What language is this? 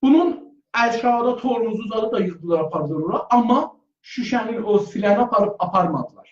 South Azerbaijani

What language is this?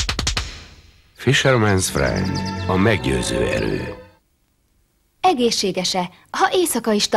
Hungarian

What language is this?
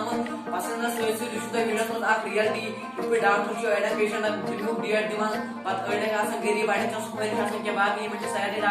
Kashmiri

